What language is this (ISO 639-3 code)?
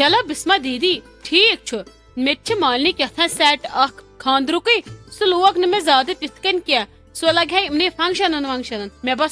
kas